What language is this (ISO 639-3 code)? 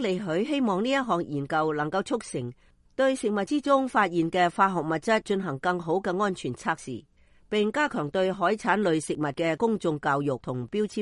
yue